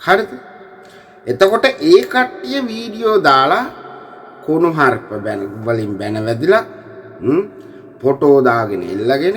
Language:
Sinhala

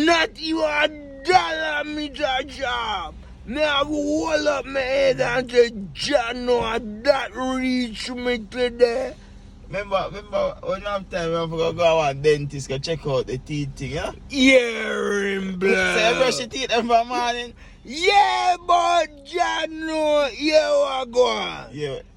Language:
Jamaican Creole English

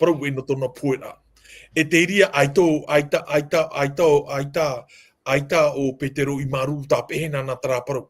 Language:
Tahitian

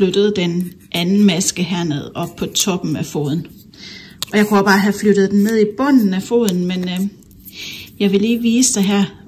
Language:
Danish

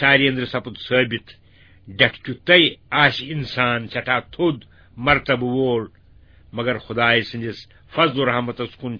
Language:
Kashmiri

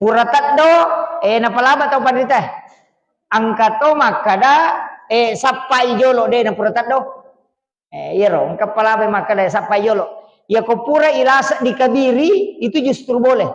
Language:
Buginese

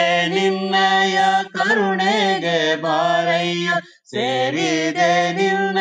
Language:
Kannada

